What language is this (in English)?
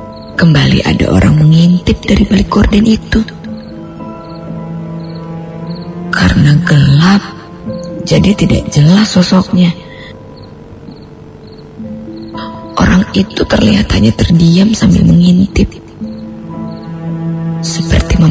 Indonesian